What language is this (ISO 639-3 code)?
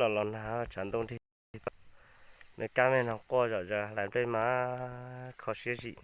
hmn